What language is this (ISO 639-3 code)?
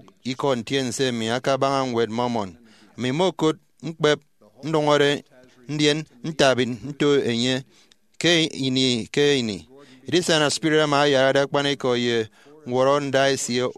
efi